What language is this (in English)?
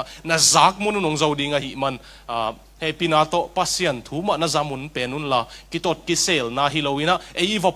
Tedim Chin